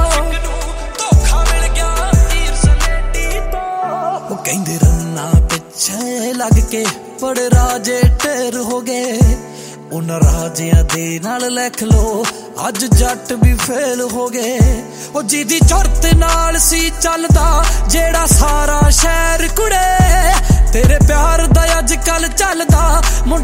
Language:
Punjabi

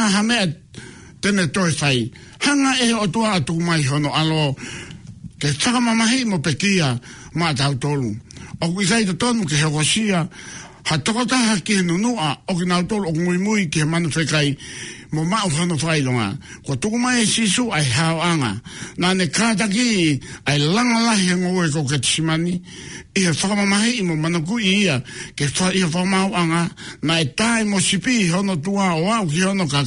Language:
Tongan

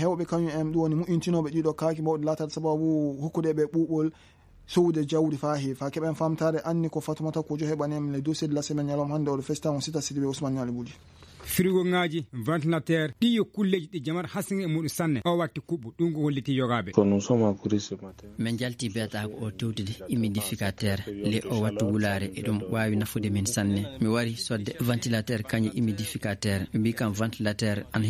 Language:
Fula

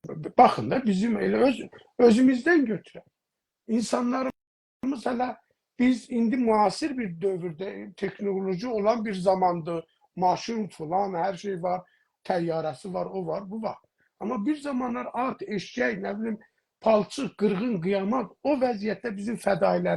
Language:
South Azerbaijani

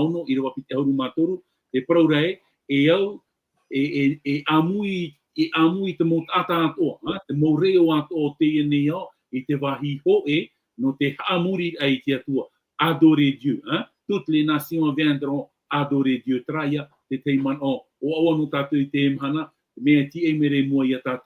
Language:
Tahitian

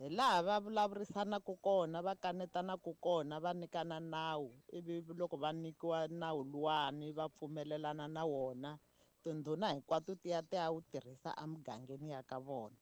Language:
Tsonga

